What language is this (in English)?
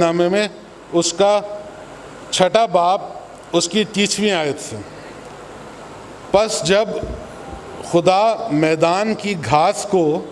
Urdu